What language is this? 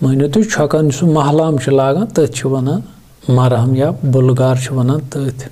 Kashmiri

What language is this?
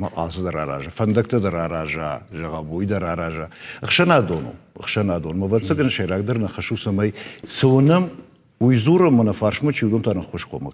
Ossetic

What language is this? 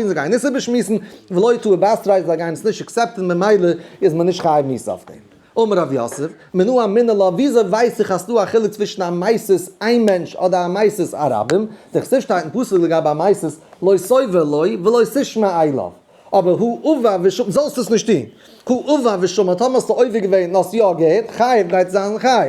Yiddish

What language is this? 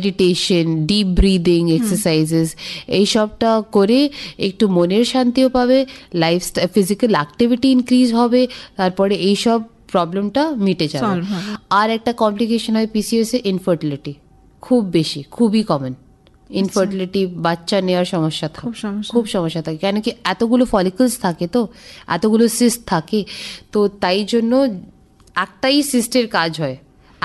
Bangla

